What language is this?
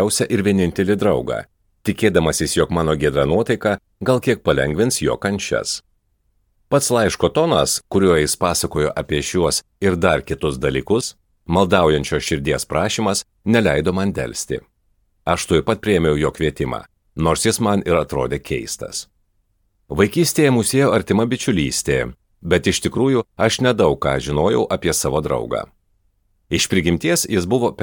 Lithuanian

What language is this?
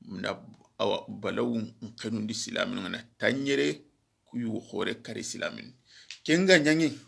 Soninke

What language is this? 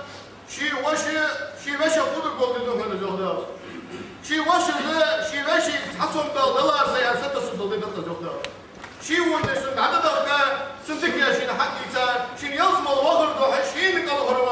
Ingush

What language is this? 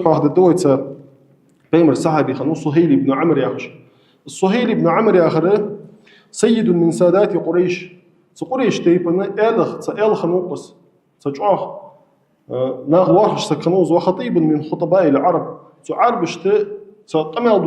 Ingush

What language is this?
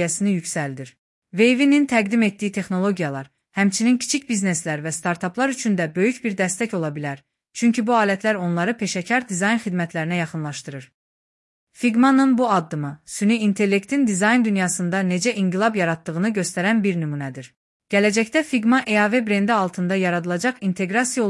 Azerbaijani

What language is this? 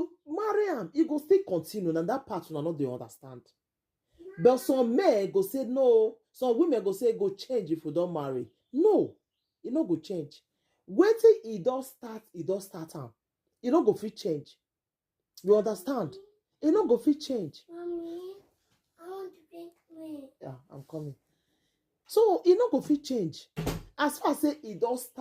Nigerian Pidgin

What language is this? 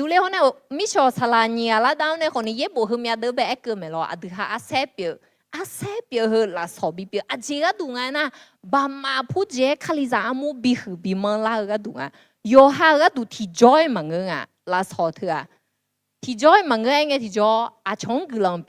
Akha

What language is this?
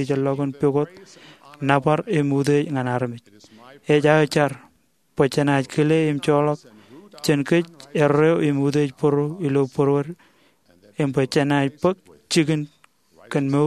Marshallese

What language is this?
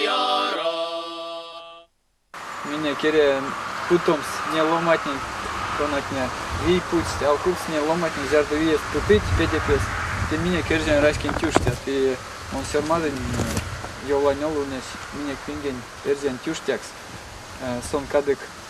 Erzya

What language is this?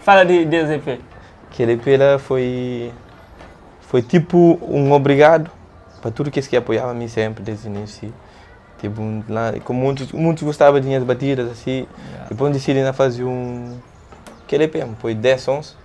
Kabuverdianu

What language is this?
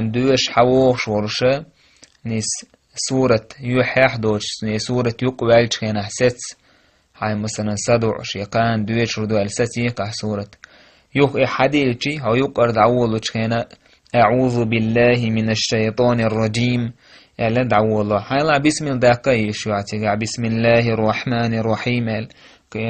Chechen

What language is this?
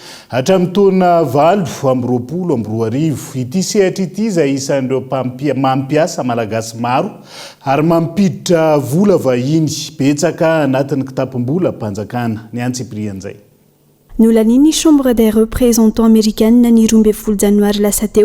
Malagasy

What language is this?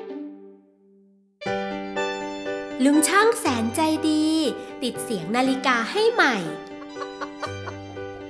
Thai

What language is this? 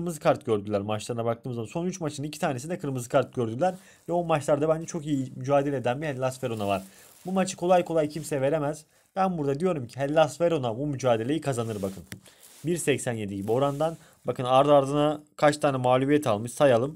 Turkish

